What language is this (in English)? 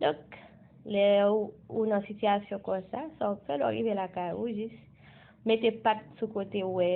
Haitian Creole